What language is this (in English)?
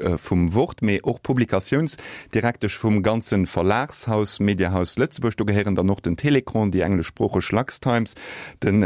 Luxembourgish